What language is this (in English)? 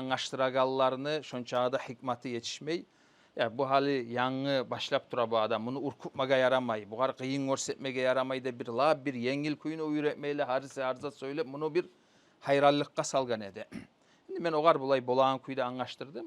Kumyk